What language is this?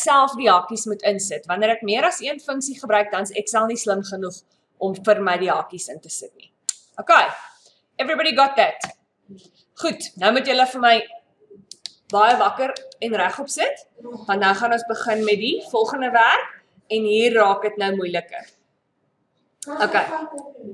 Afrikaans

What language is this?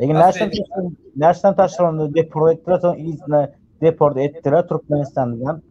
Turkmen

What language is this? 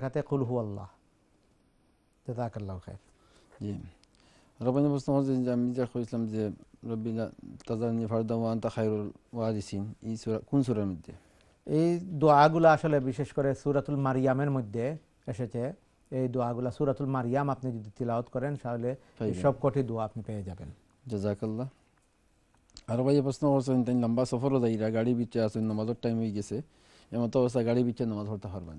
Bangla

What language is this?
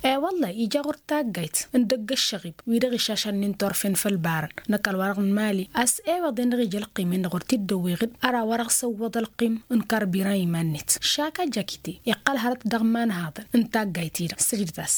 Tamasheq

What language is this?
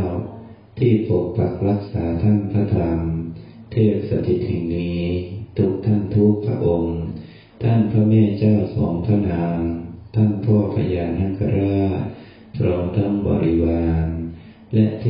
Pali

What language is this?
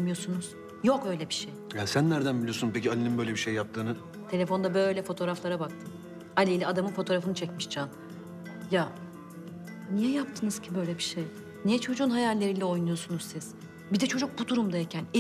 Turkish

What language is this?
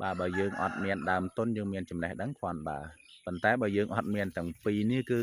Khmer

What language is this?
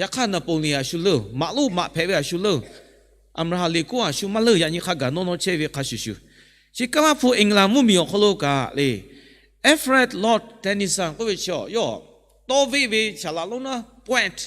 Lahu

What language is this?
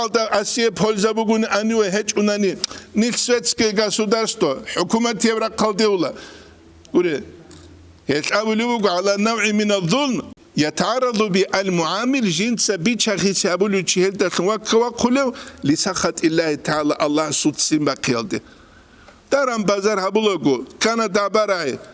Avaric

